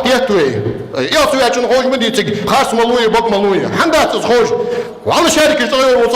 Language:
Ingush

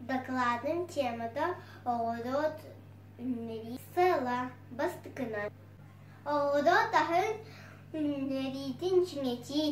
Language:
Yakut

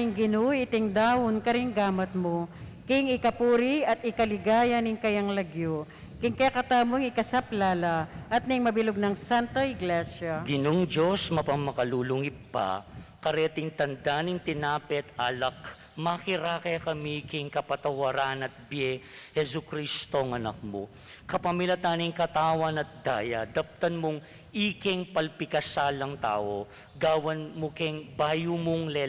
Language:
Pampanga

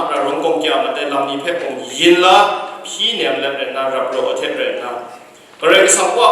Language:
Kachin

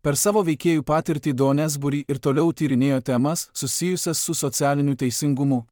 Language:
Lithuanian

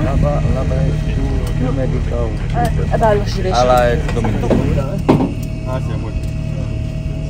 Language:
French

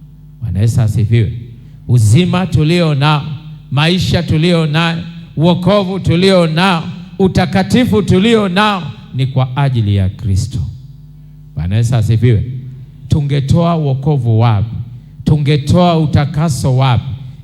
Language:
Swahili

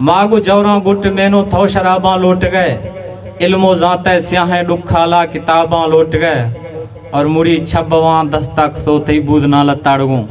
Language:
Eastern Balochi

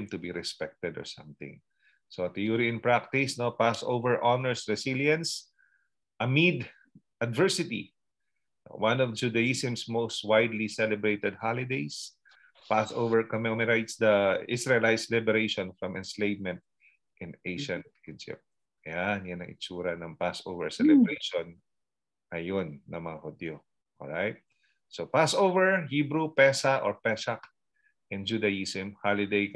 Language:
Filipino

